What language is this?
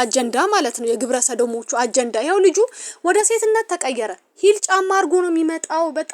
Amharic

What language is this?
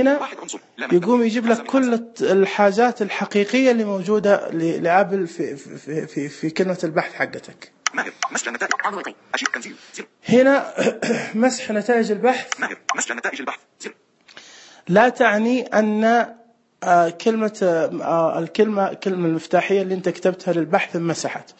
Najdi Arabic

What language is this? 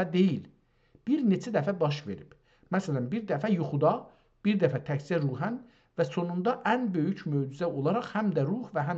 South Azerbaijani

